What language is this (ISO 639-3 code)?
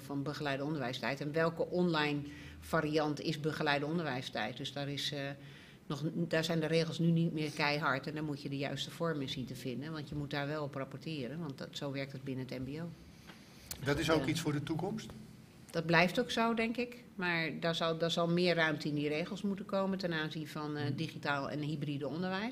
nld